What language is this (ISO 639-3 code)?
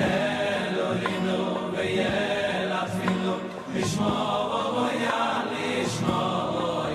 yid